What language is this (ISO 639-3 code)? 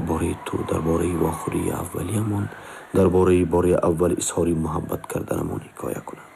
tgk